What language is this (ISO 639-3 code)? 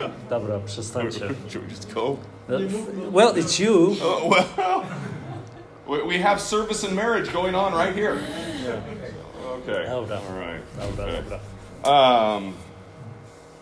pol